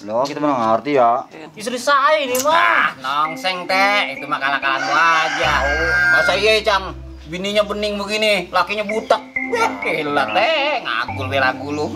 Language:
Betawi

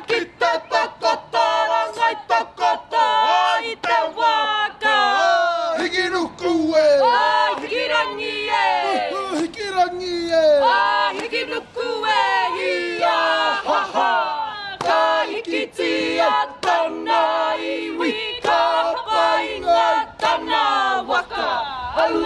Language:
Māori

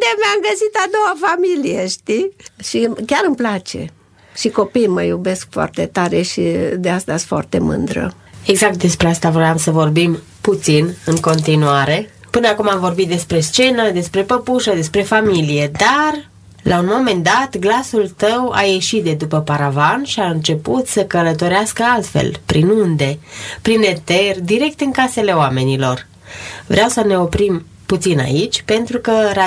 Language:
Romanian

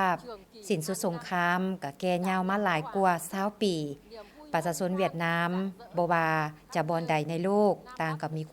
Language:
Lao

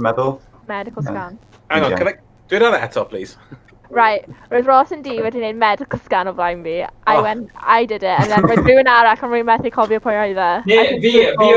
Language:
Welsh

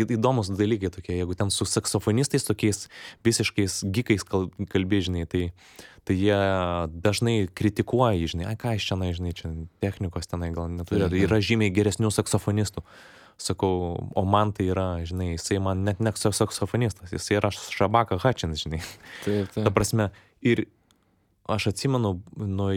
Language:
Lithuanian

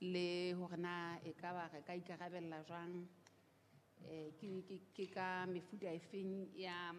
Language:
Southern Sotho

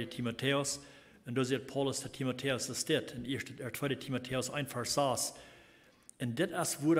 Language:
Plautdietsch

